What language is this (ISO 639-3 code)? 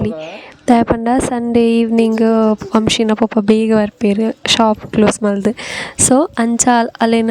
tcy